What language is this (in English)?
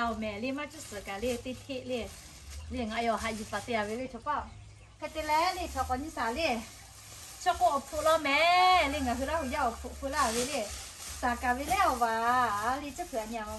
Lahu